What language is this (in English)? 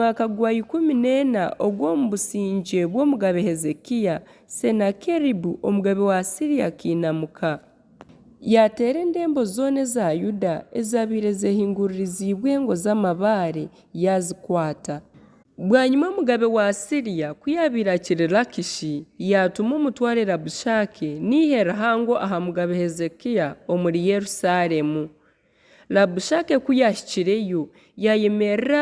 Nyankole